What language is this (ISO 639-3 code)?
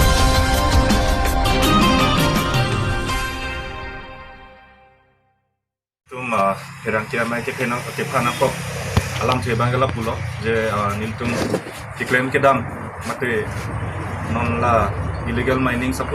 mjw